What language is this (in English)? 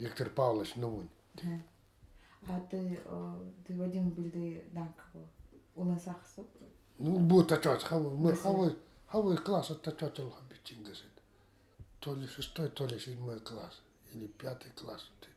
Nanai